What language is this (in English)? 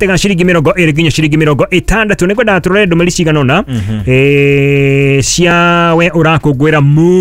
Kikuyu